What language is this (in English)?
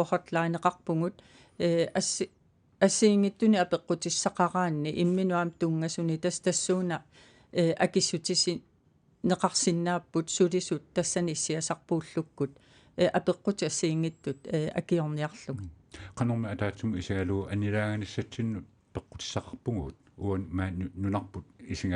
Kalaallisut